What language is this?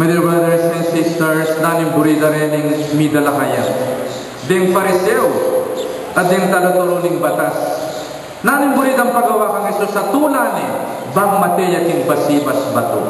Pampanga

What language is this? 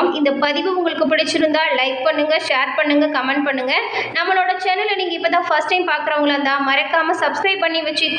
Tamil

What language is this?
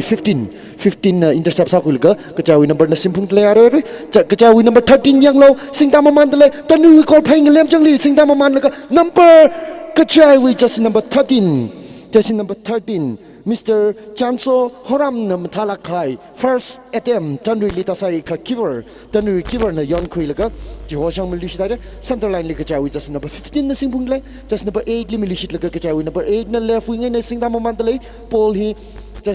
Tangkhul Naga (India)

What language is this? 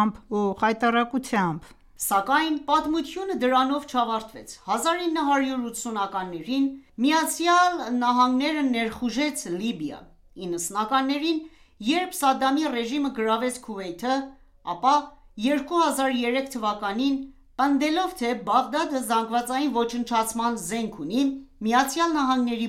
Armenian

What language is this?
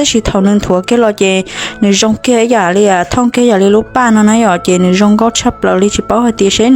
Hmong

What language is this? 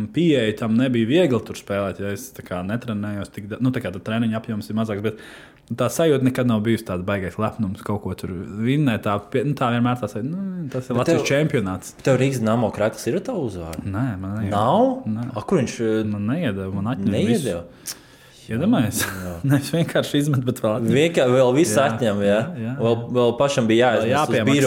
Latvian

